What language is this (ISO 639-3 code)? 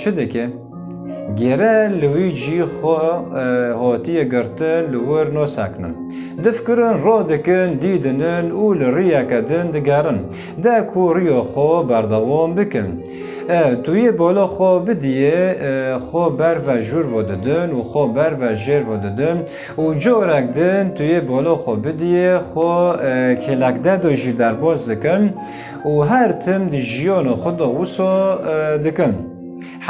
kur